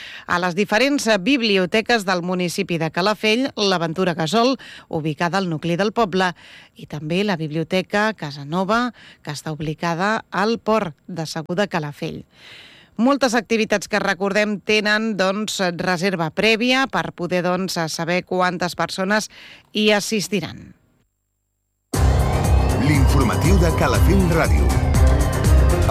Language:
Catalan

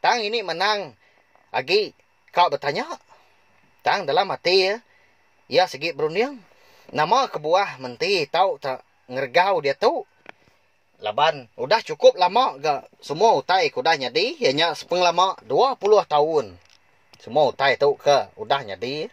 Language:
Iban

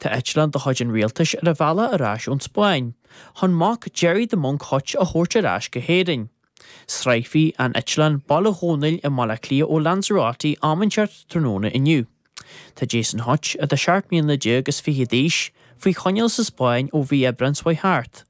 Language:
Irish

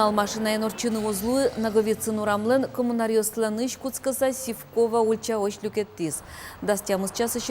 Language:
Udmurt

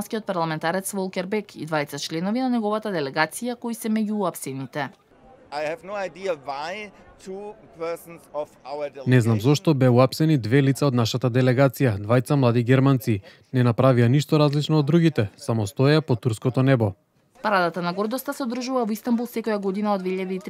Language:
Macedonian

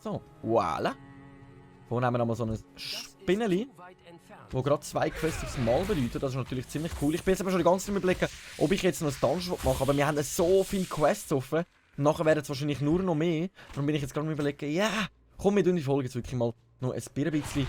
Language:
Swiss German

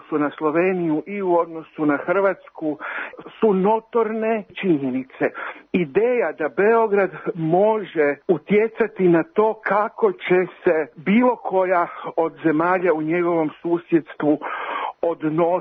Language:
Serbian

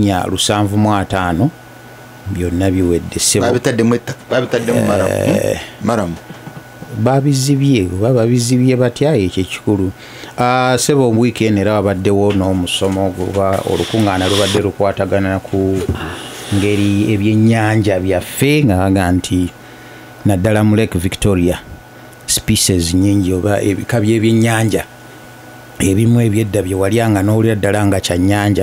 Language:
Ganda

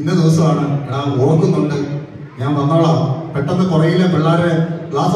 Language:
Malayalam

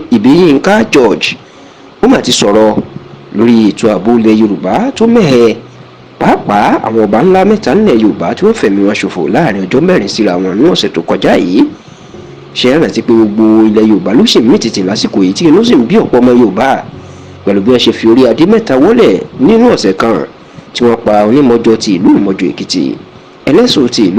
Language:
Yoruba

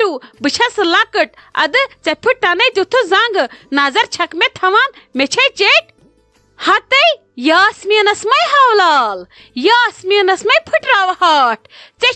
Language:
Kashmiri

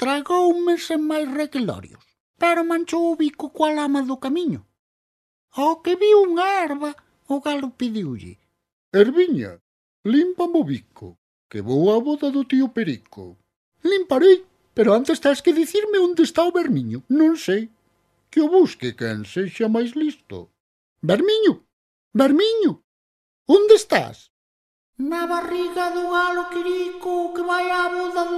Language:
Galician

